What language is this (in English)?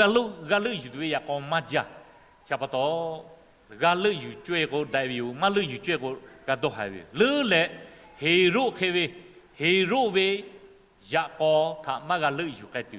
Lahu